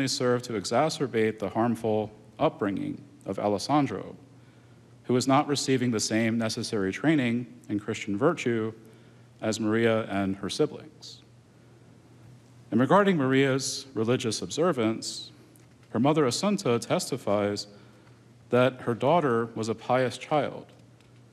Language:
English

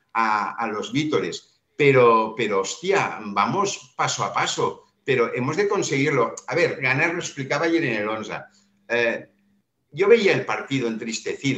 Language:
Spanish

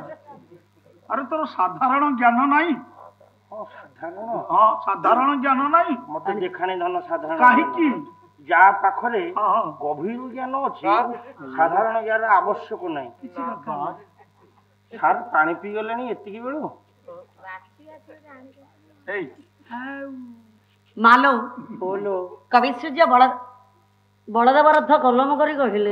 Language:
Odia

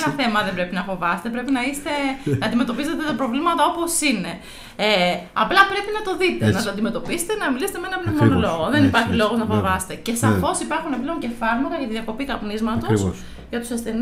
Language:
Greek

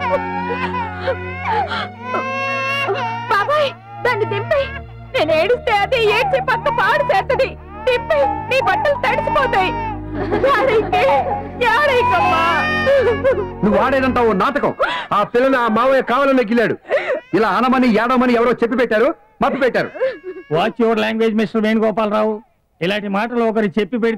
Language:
Telugu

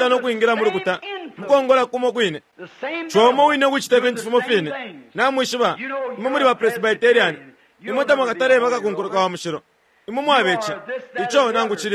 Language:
Bemba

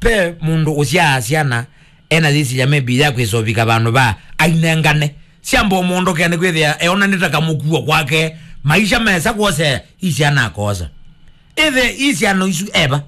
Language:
Kamba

